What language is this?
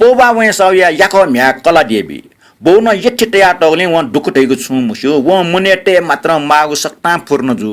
Newari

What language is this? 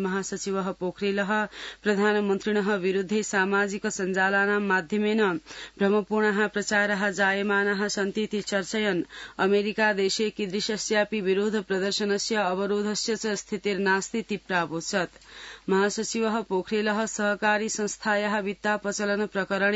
Sanskrit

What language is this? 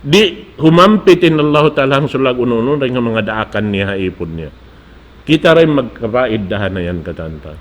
Tausug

